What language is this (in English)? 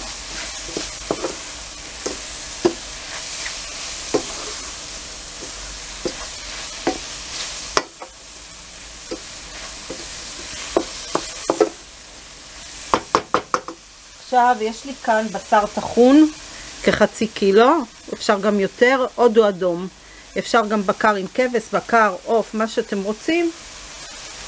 Hebrew